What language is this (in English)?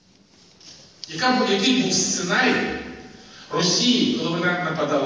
Ukrainian